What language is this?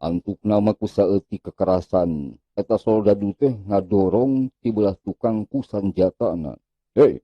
Sundanese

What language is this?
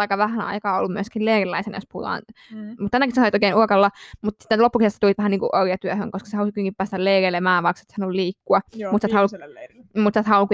Finnish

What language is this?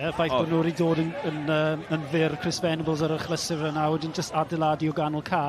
Welsh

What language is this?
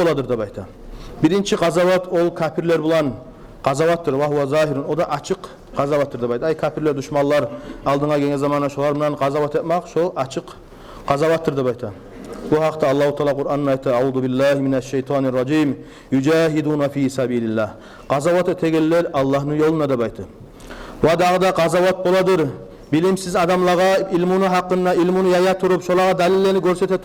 Kumyk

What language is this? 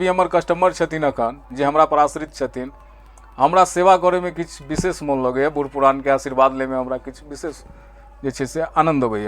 Maithili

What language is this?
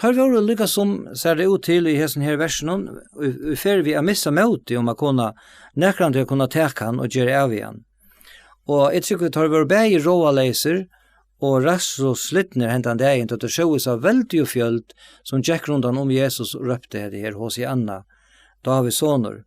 Faroese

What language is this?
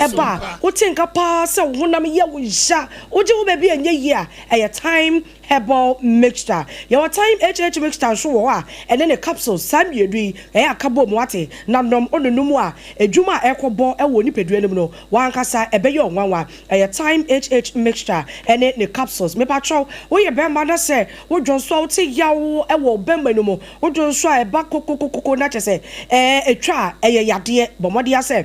Akan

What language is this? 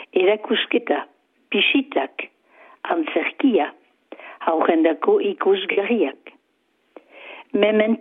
Basque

